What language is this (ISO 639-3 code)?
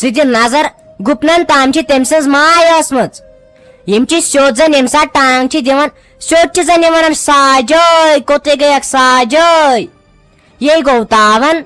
kas